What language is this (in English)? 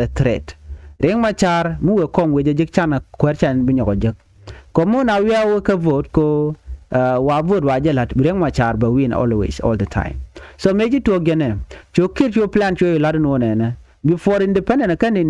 Nuer